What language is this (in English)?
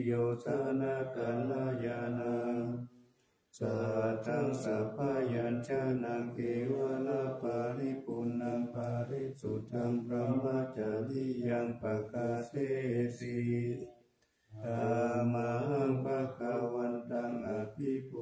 Pali